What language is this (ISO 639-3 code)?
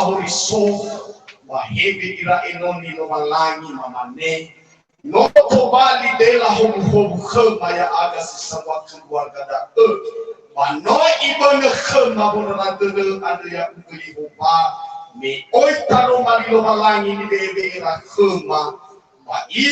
nia